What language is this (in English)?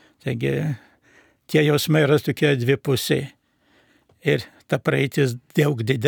Lithuanian